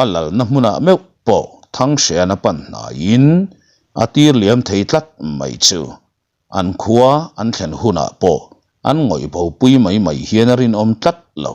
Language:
Mizo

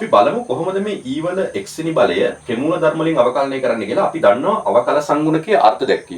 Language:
Sinhala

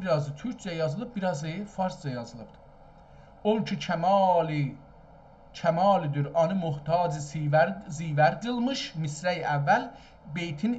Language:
South Azerbaijani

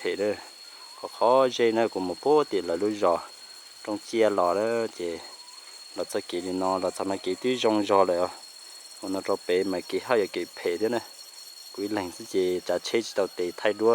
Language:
Hmong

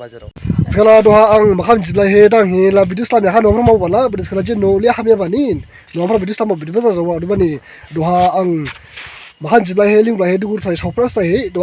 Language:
Dimasa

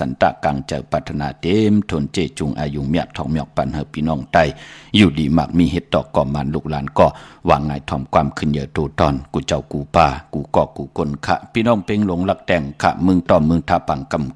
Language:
Shan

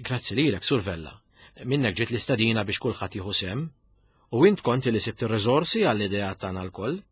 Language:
Maltese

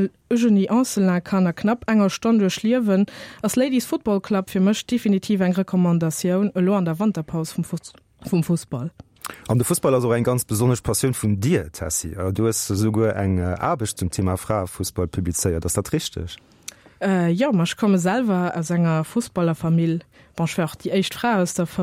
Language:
Luxembourgish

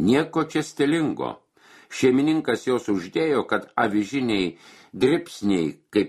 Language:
Lithuanian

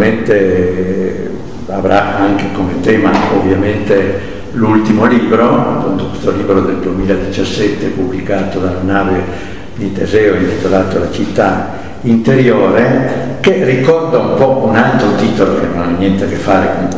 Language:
Italian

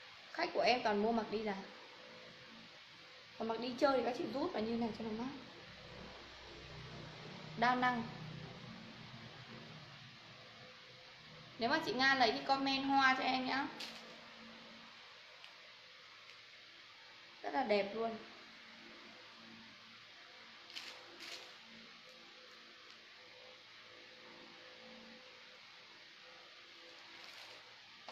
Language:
Vietnamese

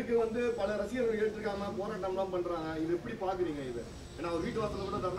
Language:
Tamil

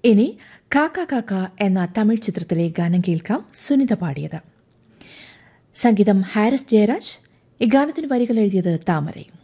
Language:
Malayalam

